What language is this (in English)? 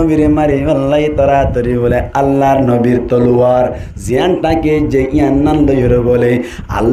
Rohingya